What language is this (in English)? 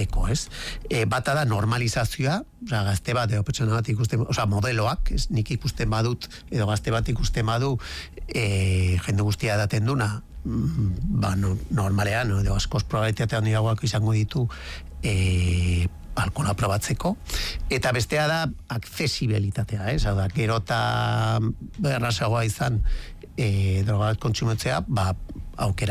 Basque